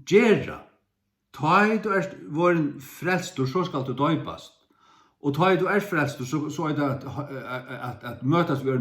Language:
Faroese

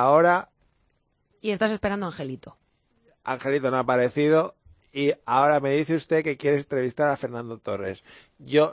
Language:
Spanish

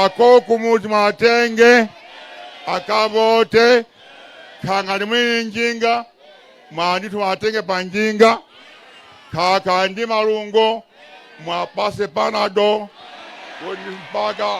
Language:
Nyanja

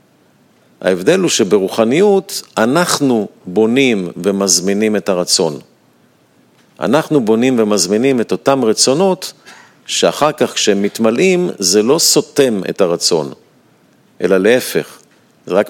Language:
Hebrew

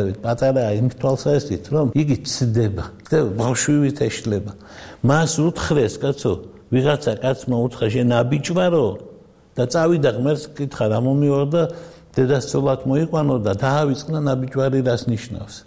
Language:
Georgian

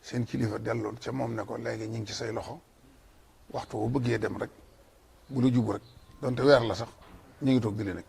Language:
Wolof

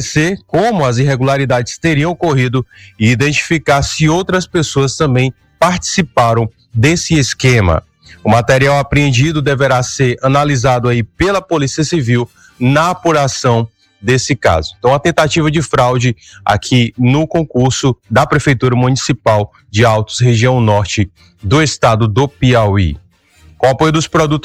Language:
Portuguese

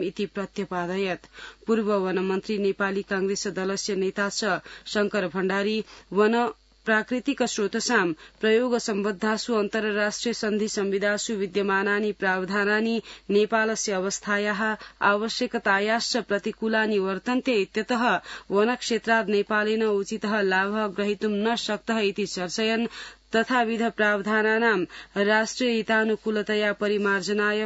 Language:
Sanskrit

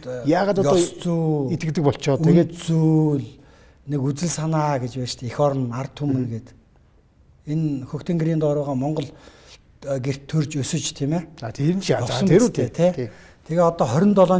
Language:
Mongolian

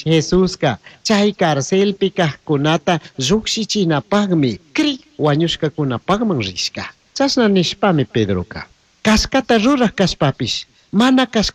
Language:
Chimborazo Highland Quichua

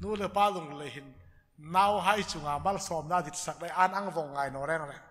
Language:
Hmar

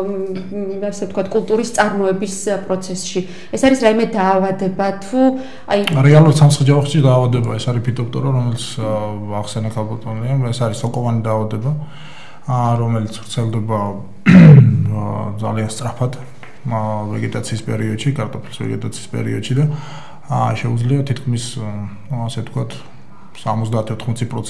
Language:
Georgian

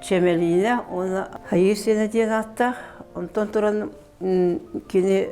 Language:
Yakut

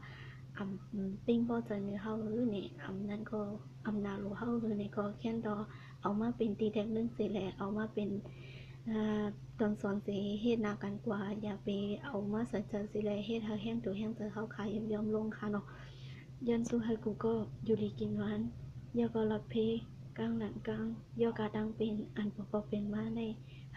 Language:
Shan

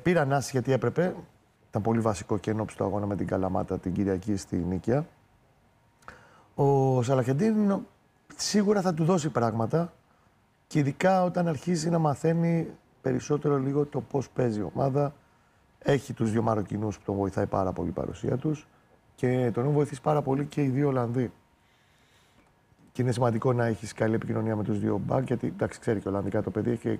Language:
Greek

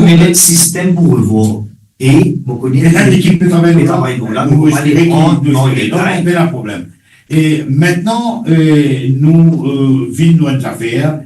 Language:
Morisyen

